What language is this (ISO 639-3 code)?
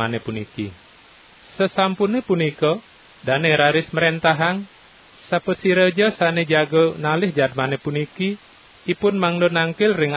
ban